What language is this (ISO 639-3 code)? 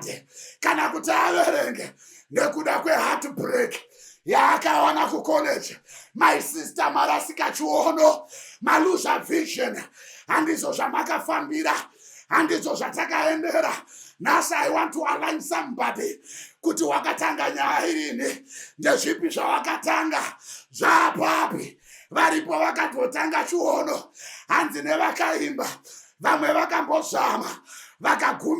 sna